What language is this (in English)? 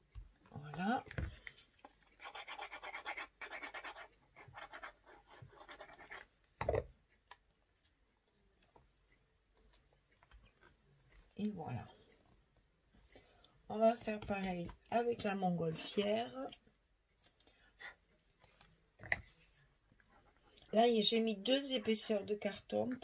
French